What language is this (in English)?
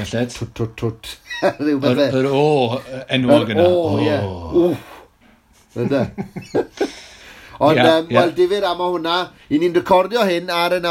Welsh